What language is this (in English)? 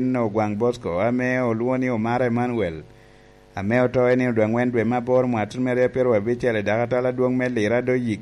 Lango (Uganda)